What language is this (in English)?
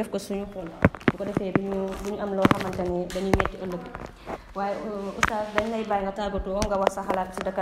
Wolof